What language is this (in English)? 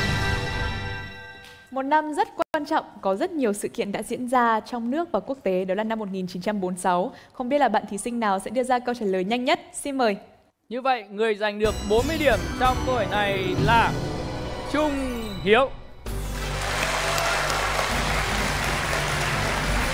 Vietnamese